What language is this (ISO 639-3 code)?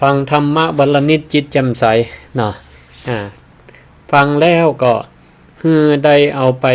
nod